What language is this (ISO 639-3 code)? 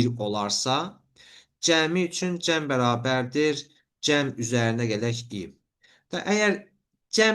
aze